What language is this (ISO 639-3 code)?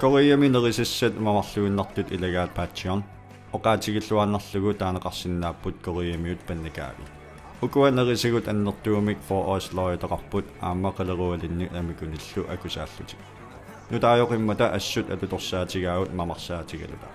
kal